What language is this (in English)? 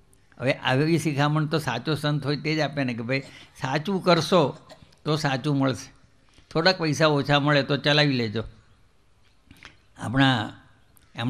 Gujarati